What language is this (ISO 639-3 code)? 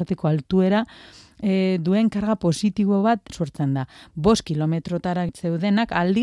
eus